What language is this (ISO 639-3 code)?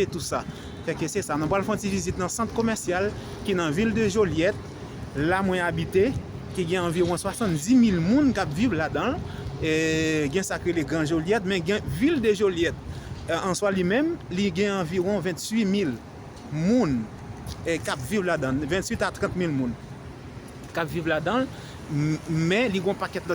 hat